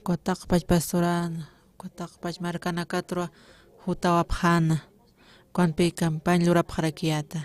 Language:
Aymara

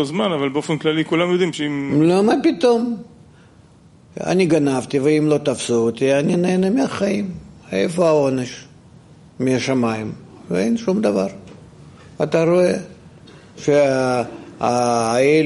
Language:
Hebrew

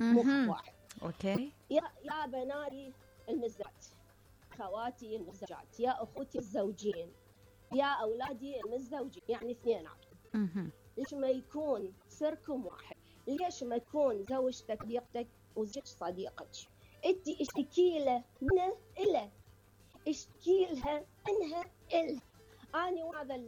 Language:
Mesopotamian Arabic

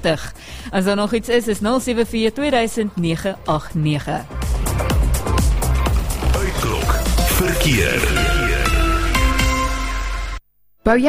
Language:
Afrikaans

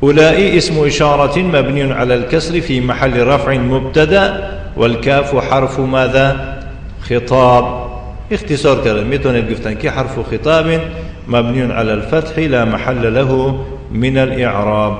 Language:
Tajik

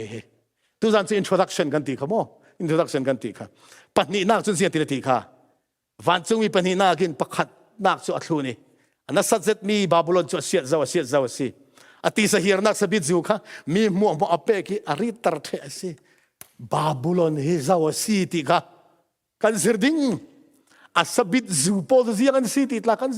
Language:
Falam Chin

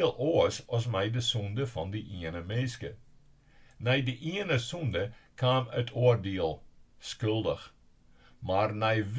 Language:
Western Frisian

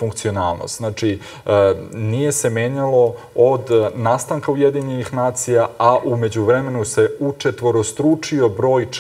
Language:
Serbian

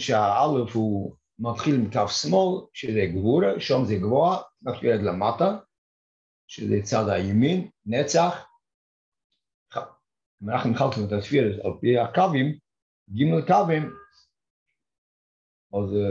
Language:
Hebrew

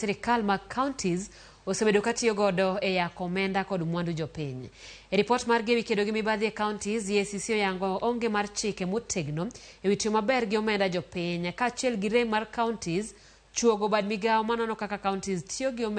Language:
Luo (Kenya and Tanzania)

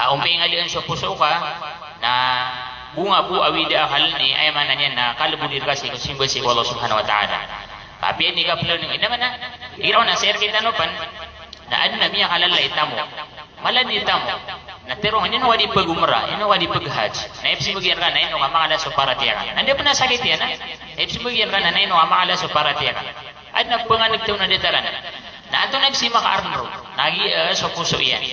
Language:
Maranao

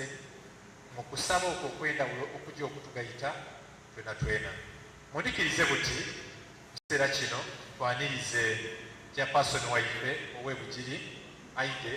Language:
Soga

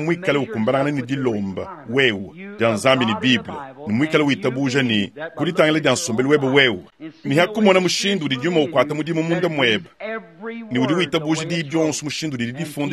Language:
Luba-Lulua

